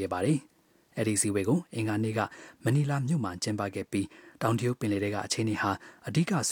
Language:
Burmese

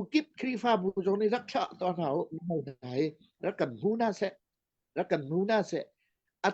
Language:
Hakha Chin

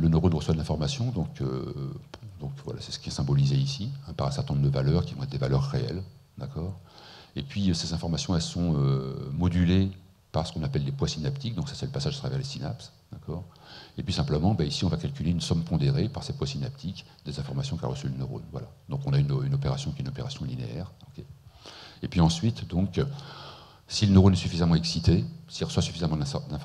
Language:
French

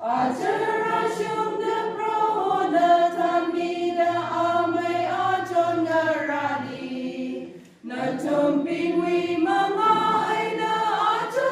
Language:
Tangkhul Naga (India)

